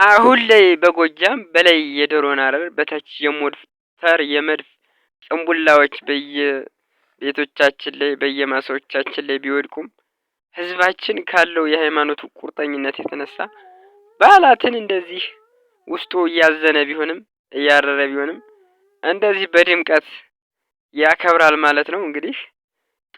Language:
Amharic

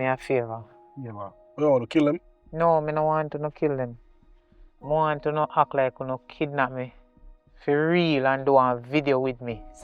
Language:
Jamaican Creole English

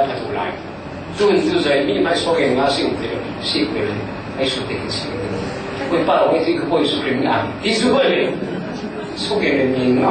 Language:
Falam Chin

